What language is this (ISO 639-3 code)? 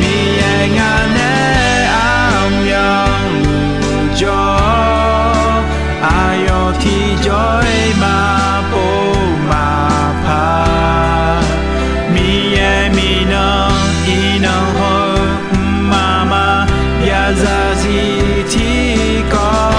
ahk